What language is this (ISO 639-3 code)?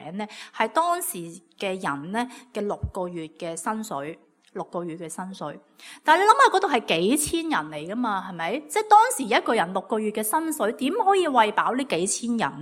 yue